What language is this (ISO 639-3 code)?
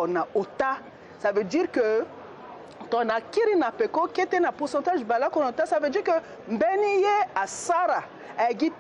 sag